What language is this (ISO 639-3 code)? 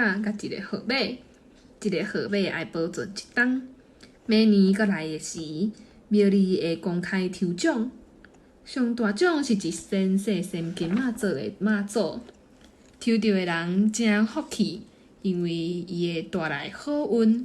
nan